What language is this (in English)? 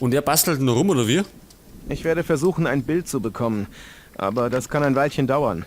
Bavarian